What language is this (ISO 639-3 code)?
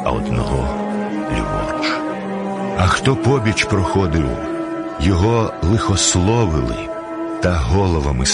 ukr